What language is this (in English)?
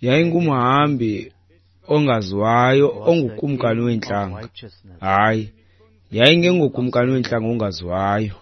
Xhosa